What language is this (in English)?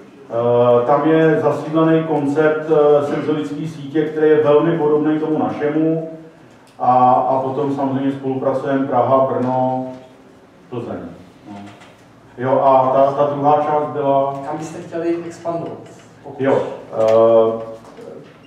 Czech